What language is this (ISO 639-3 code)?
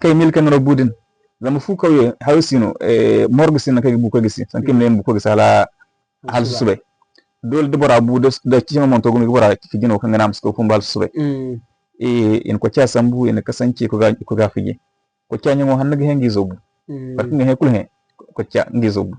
dje